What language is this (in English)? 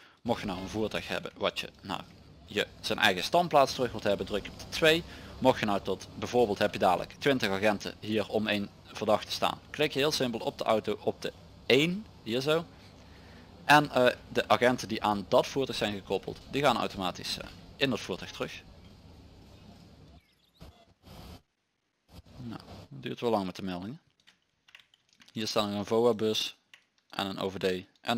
Dutch